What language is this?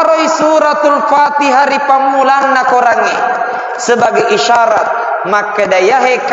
Buginese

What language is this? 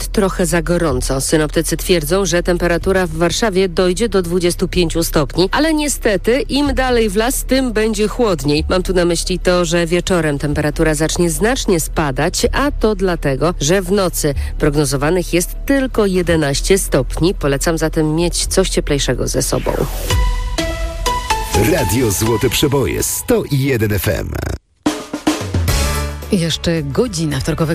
Polish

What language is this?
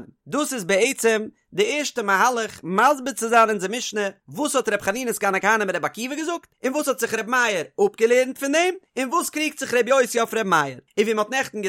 Yiddish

